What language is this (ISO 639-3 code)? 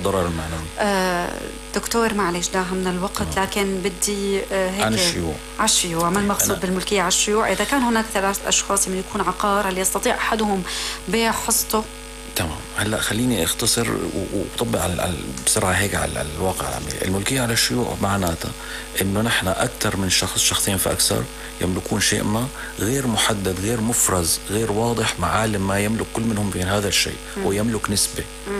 apc